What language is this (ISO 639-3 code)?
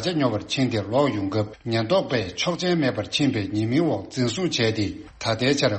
bod